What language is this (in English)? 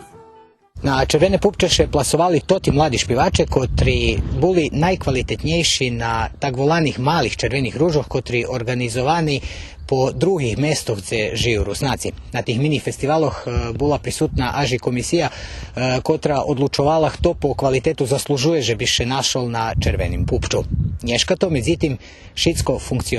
Rusyn